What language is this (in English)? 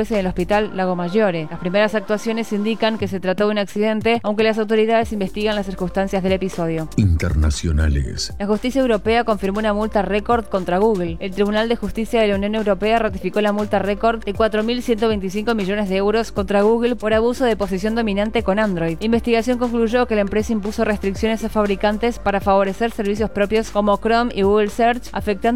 Spanish